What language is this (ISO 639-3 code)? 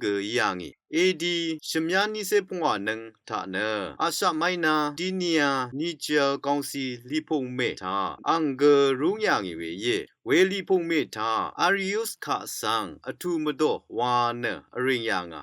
raw